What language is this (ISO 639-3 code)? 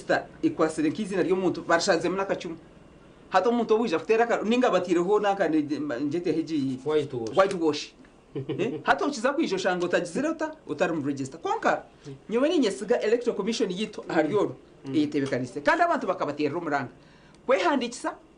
nyn